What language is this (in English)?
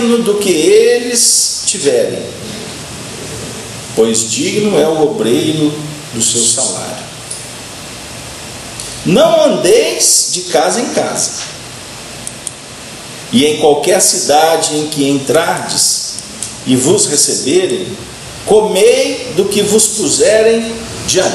Portuguese